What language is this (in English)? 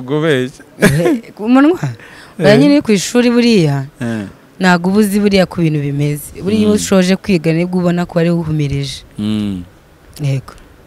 Kinyarwanda